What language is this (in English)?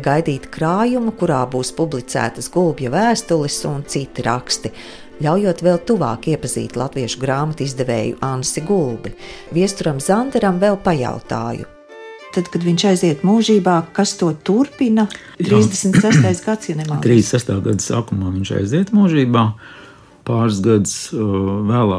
Latvian